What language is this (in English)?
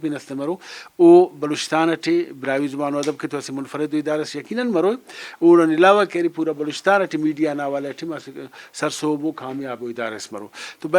Brahui